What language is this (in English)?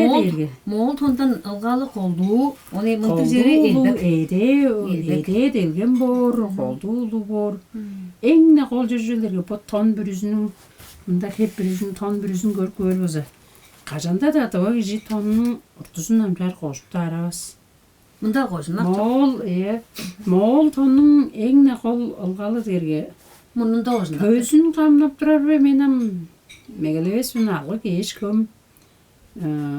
Tuvinian